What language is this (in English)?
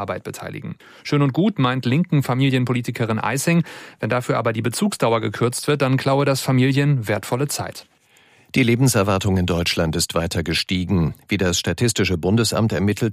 German